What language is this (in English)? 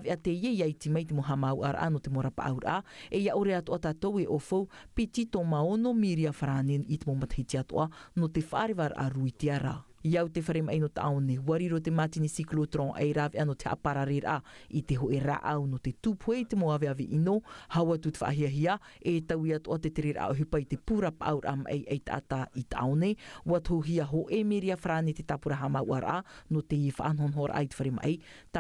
Tahitian